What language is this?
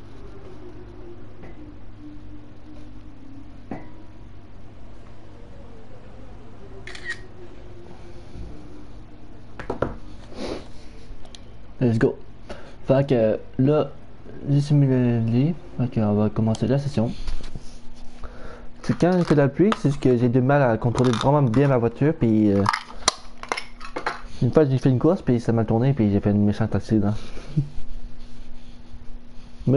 French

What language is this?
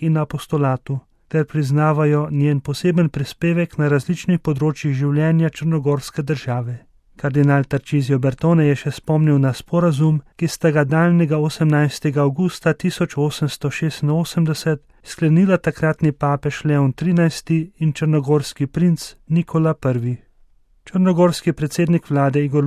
Slovenian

